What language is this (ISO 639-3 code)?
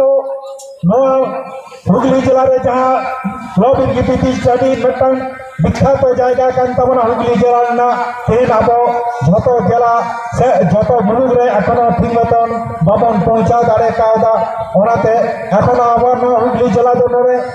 sat